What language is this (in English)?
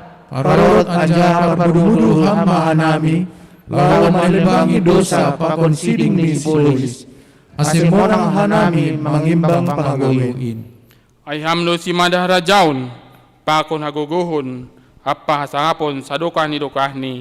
Batak Simalungun